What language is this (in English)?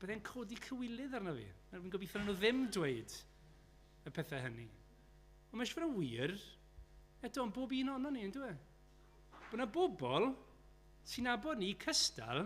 Welsh